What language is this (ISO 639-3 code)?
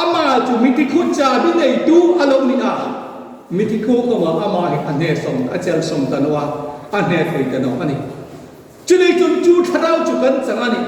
hmr